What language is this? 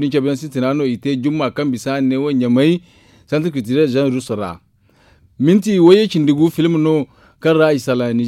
Zarma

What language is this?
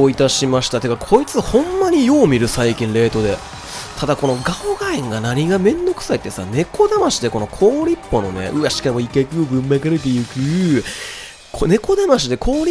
Japanese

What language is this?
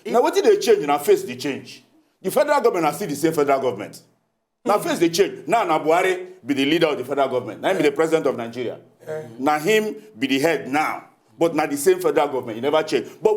Nigerian Pidgin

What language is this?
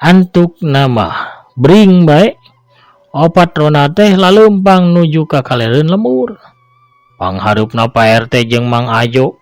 Sundanese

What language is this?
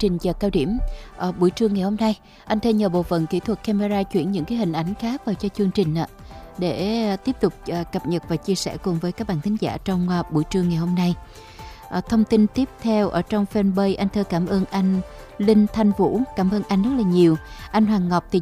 Vietnamese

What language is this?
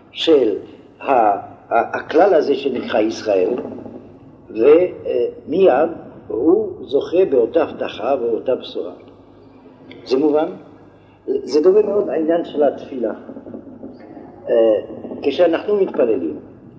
Hebrew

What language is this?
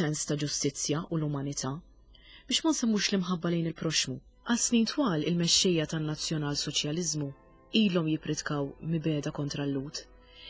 Maltese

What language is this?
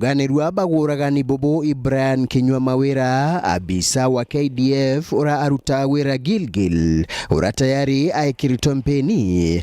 Meru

